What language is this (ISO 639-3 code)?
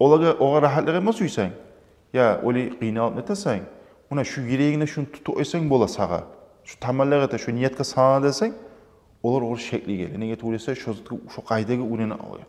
kum